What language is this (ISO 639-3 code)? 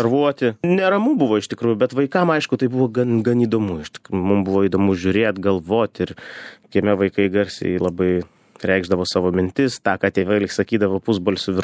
lit